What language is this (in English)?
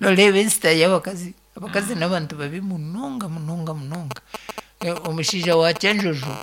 Nyankole